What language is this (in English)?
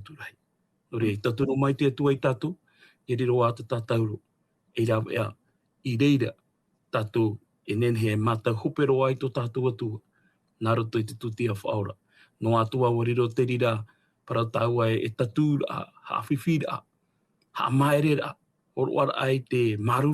Tahitian